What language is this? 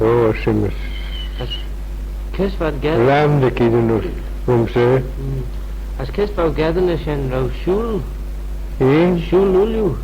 Manx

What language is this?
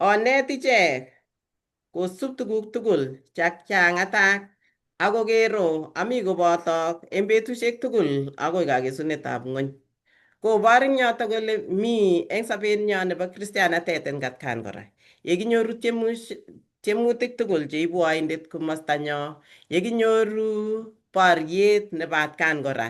Kalenjin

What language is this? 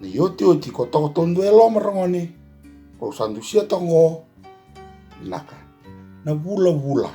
Fijian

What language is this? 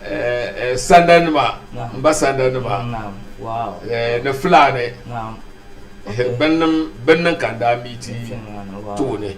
Dagbani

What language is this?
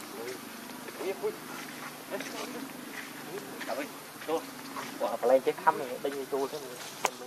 Vietnamese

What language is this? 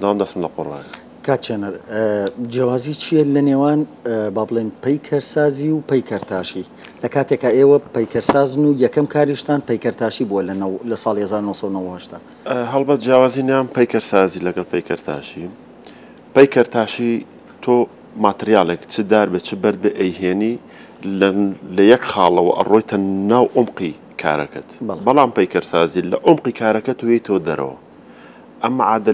Central Kurdish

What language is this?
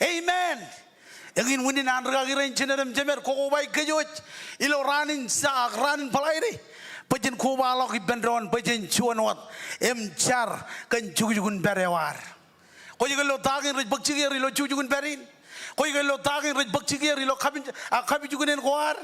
Marshallese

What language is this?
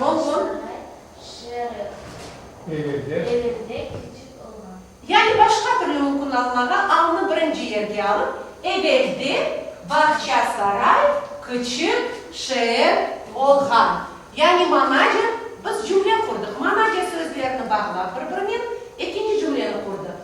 Crimean Tatar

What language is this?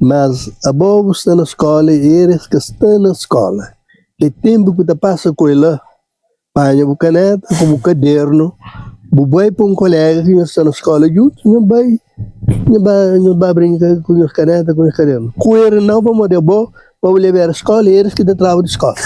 Kabuverdianu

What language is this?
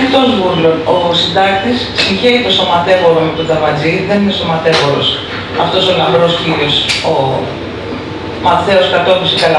Greek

